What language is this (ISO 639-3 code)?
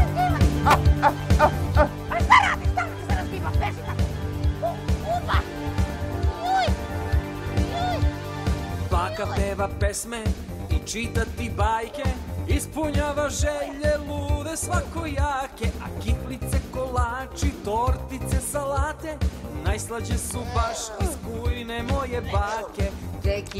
srp